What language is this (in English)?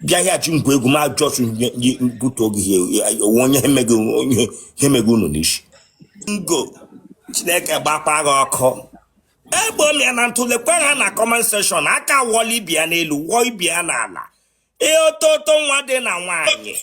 Igbo